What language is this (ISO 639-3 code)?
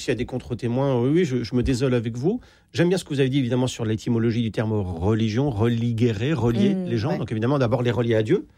fra